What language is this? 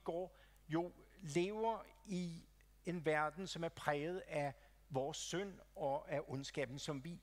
Danish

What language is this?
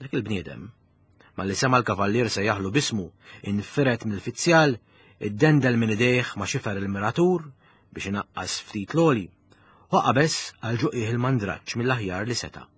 Maltese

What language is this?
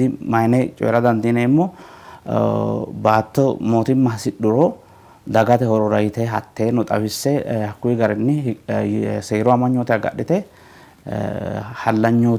Sidamo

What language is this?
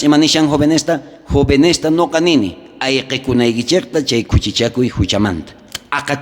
South Bolivian Quechua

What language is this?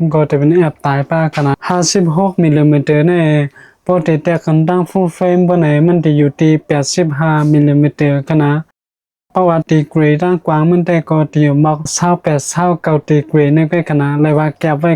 Shan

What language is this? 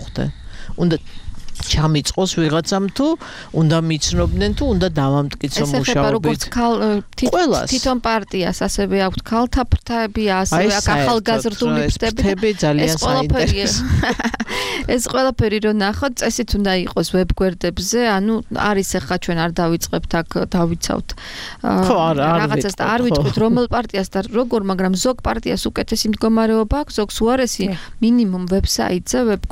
Georgian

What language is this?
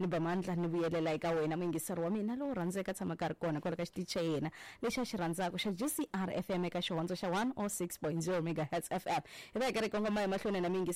Tsonga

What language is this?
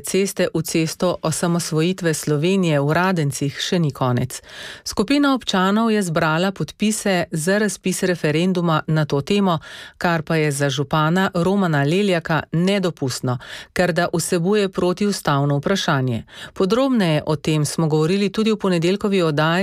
Slovenian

